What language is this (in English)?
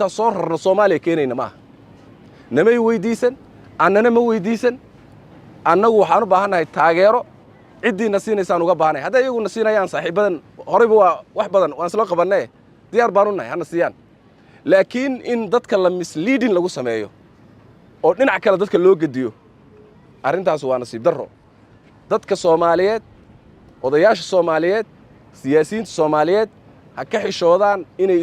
Somali